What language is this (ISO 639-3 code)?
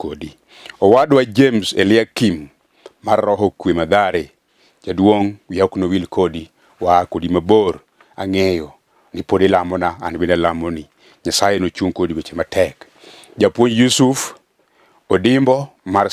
luo